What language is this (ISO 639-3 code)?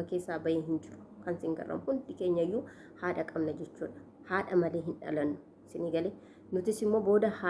orm